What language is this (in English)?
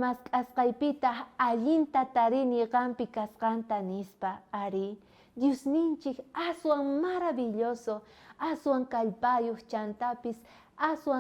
South Bolivian Quechua